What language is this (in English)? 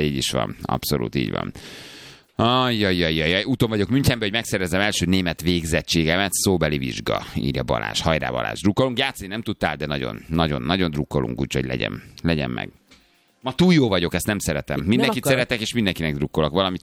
Hungarian